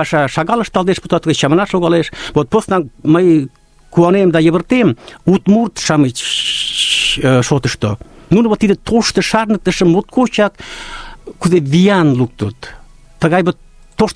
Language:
Mari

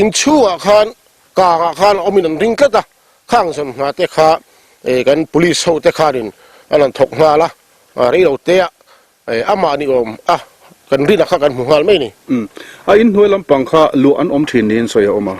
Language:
Mizo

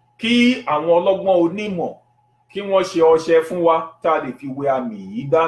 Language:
Yoruba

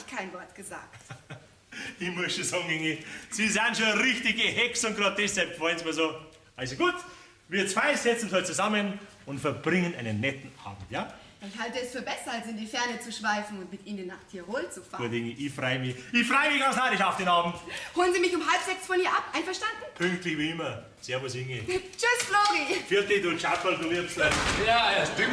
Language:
Bavarian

